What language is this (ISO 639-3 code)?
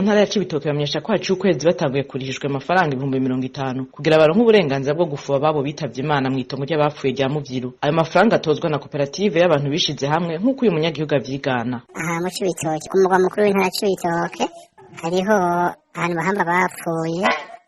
run